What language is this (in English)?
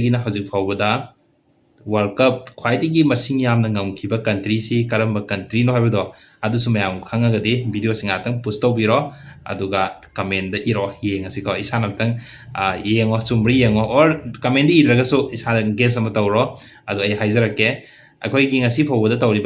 Manipuri